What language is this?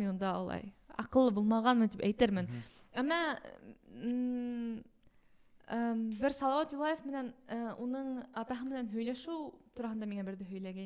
Bashkir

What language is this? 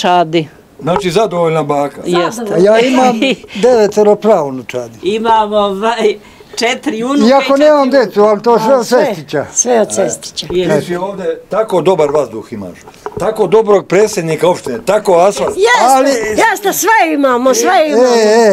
Serbian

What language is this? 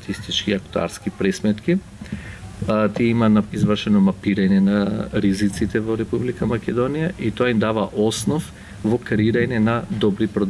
Macedonian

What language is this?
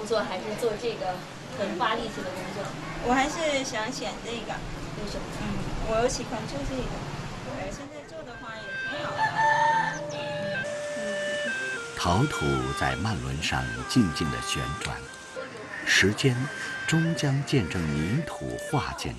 Chinese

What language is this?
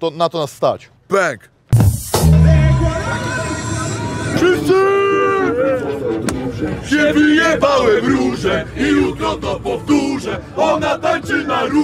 Polish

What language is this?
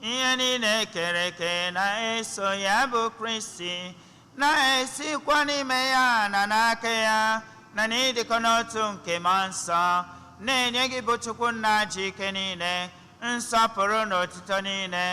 Igbo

